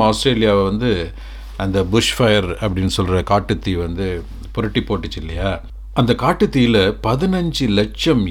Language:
Tamil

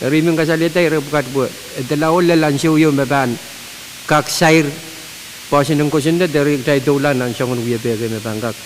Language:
Pohnpeian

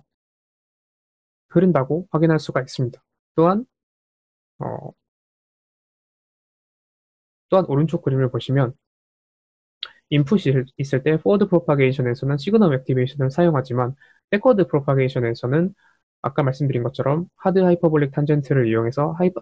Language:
Korean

